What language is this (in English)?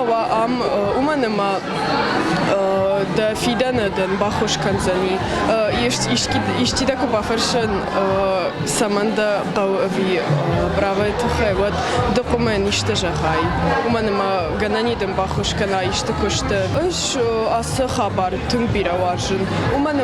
Ossetic